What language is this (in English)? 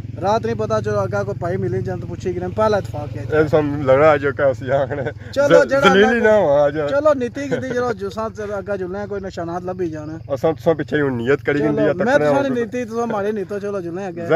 Pahari-Potwari